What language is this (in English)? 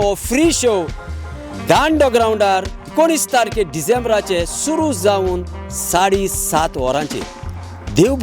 Konkani